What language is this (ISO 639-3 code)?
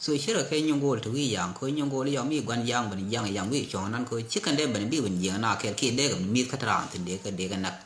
nus